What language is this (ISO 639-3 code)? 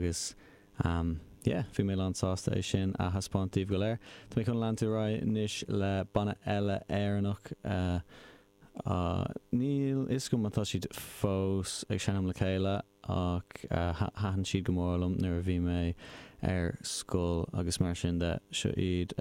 gle